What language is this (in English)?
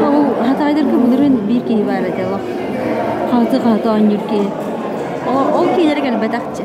Yakut